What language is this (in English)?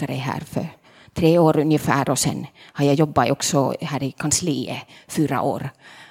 Swedish